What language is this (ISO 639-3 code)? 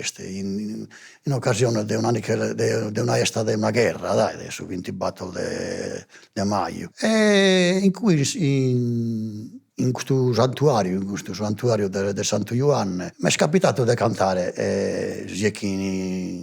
srd